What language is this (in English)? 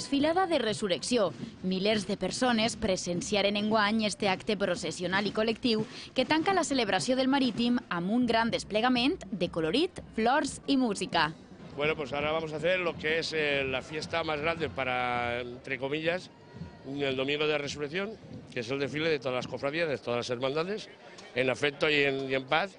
Catalan